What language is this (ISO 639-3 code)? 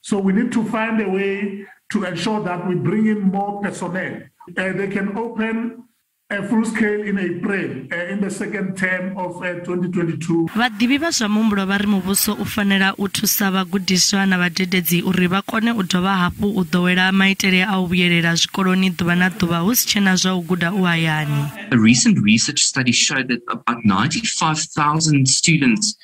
ven